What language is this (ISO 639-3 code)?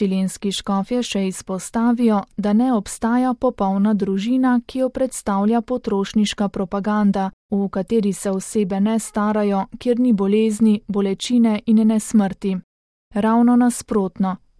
slv